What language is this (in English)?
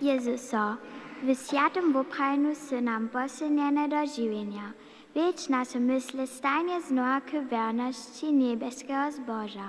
Upper Sorbian